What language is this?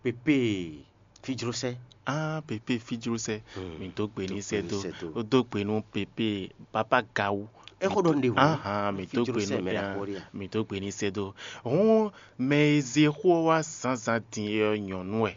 Fon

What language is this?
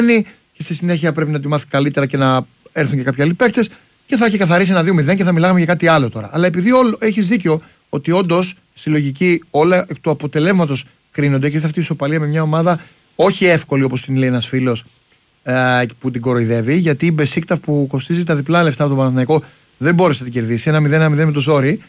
Greek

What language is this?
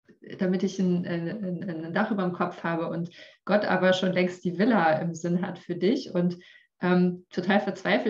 German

